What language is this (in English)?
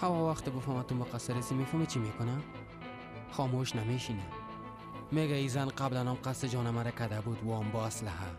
Persian